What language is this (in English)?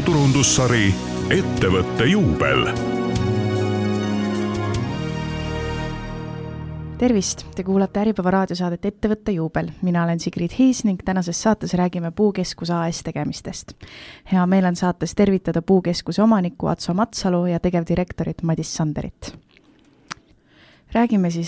Estonian